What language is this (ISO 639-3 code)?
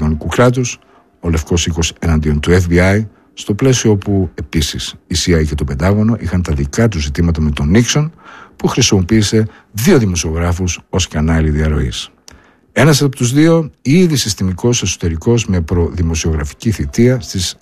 ell